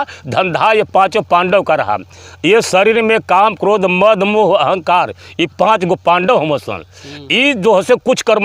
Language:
Bhojpuri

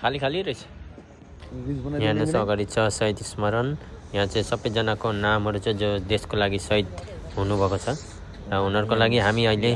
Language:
Nepali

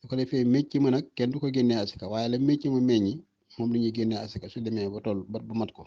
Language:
Wolof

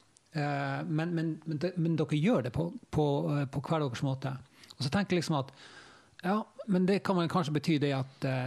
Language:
Norwegian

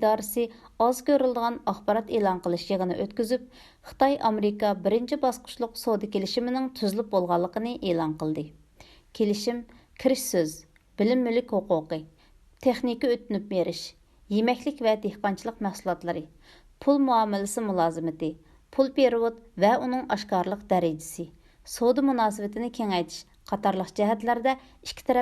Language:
Uyghur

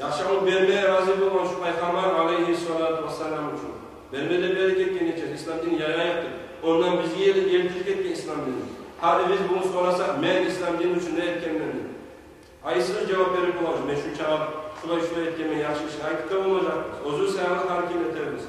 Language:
Kumyk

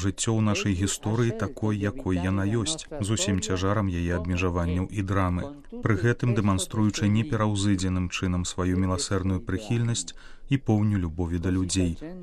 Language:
Belarusian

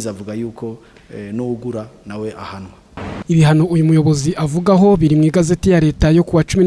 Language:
Kinyarwanda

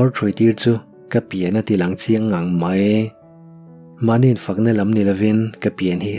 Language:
Mizo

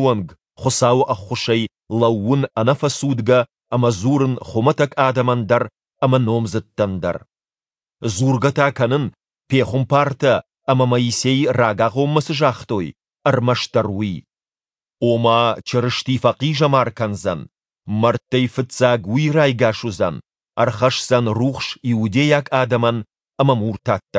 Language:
Ossetic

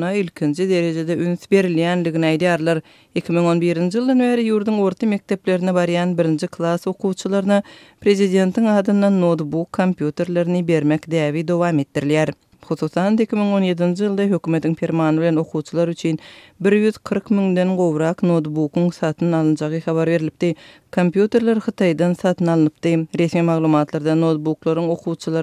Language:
Turkmen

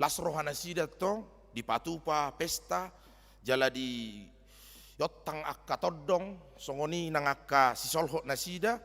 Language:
Batak Toba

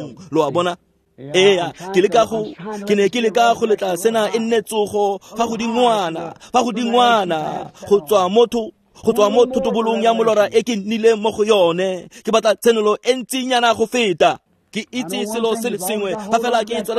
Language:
Tswana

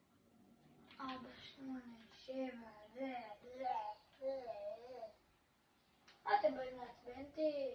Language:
Hebrew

